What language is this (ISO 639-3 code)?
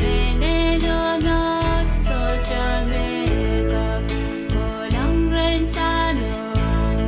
pon